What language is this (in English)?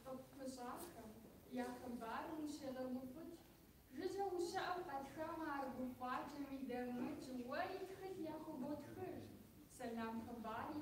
Kabardian